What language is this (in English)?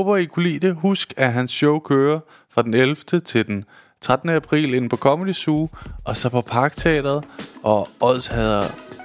Danish